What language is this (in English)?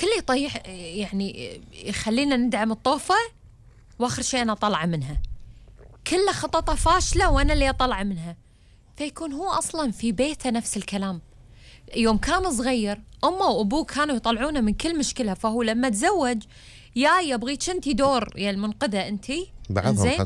Gulf Arabic